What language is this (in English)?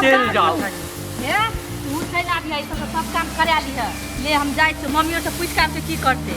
Maithili